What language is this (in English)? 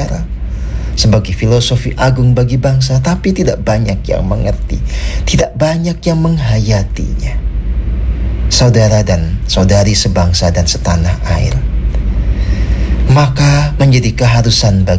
Indonesian